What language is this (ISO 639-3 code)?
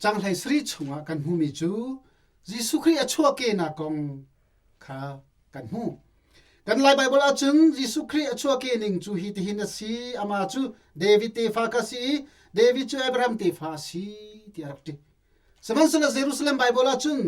cnh